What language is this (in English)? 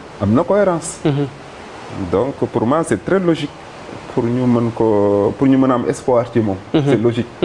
Wolof